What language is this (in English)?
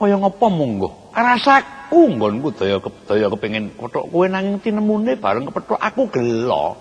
Javanese